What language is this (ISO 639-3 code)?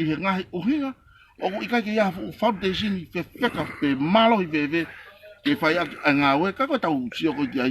ton